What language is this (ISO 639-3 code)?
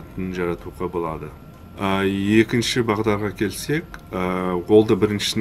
kaa